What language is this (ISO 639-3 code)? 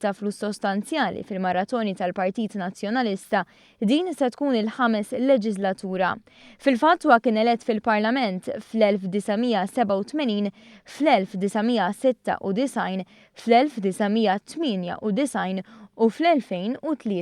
mlt